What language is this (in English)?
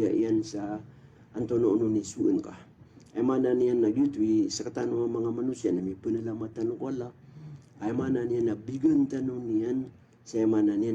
Maranao